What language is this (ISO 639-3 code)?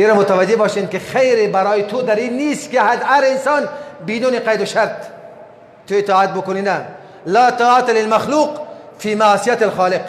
fas